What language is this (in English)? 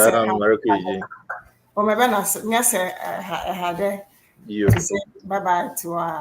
Ewe